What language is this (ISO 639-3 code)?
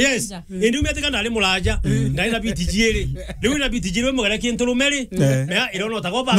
mer